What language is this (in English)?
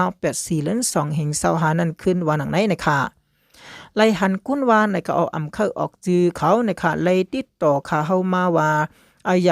Shan